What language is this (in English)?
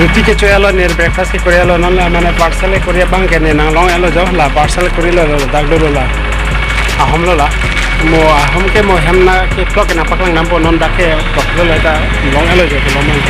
Karbi